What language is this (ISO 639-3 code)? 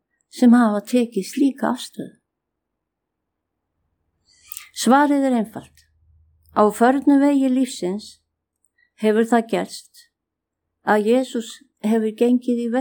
isl